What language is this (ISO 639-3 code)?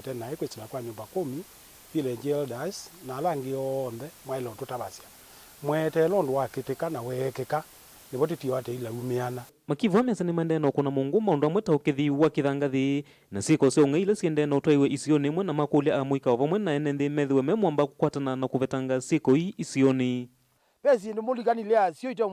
kam